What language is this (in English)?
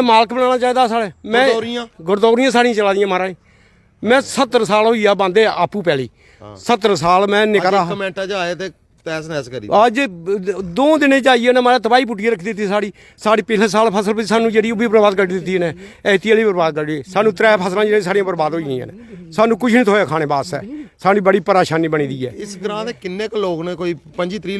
Dogri